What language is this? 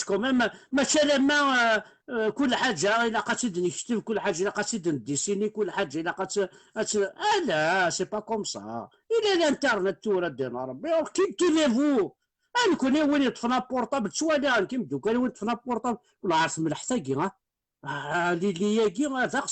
Kabyle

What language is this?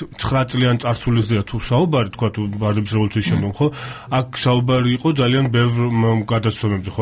Georgian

